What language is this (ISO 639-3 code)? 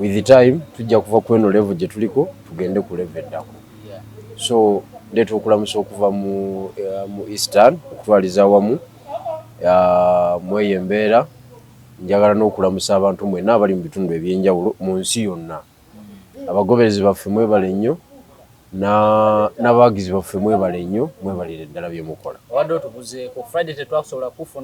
lug